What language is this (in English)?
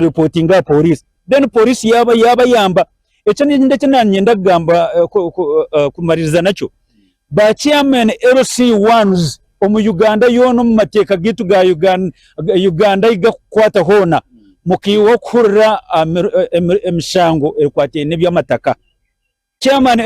Nyankole